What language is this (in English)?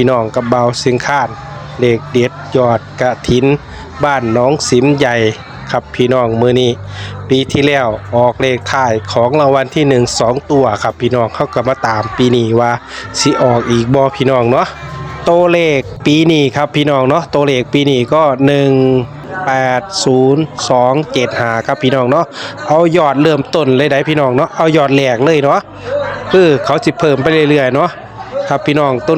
Northeastern Thai